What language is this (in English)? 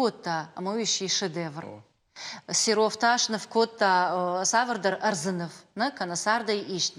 Ossetic